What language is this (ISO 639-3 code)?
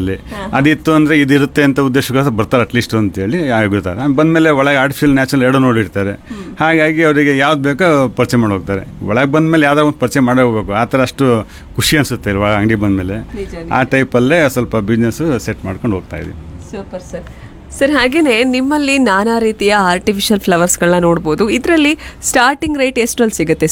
kan